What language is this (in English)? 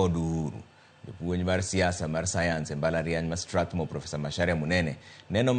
Luo (Kenya and Tanzania)